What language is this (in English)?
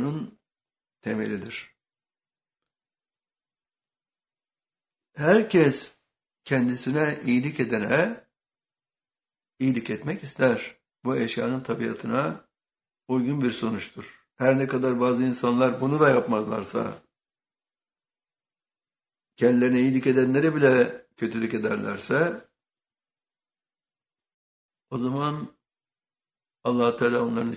Turkish